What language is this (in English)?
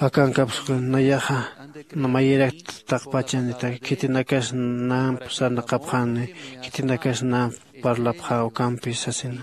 Aymara